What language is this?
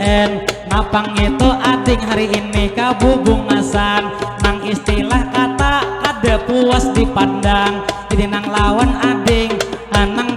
Banjar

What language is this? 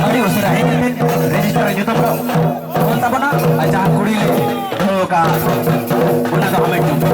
Santali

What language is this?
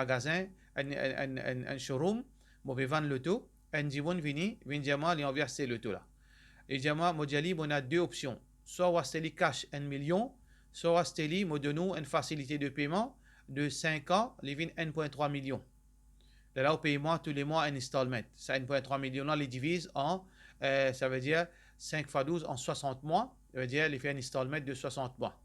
Morisyen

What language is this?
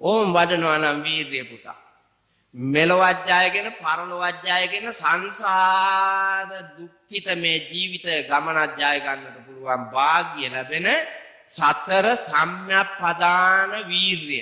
Sinhala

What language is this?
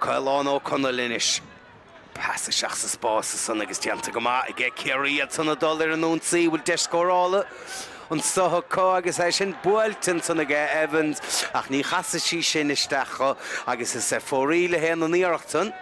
Irish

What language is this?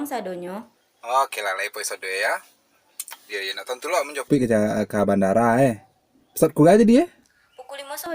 Minangkabau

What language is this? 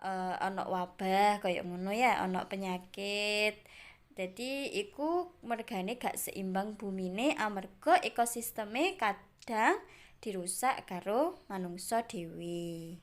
Javanese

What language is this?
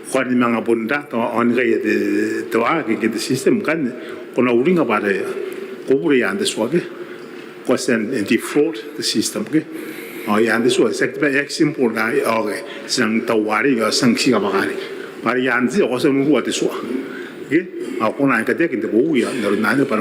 Gilbertese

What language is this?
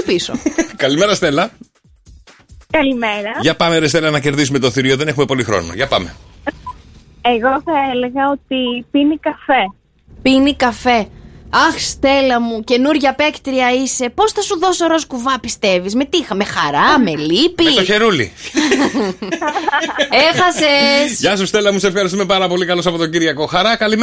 Greek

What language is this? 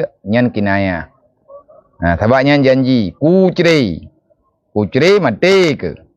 Achinese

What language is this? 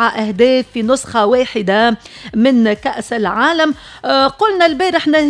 Tunisian Arabic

